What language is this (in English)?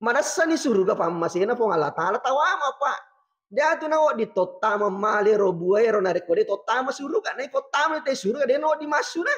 Buginese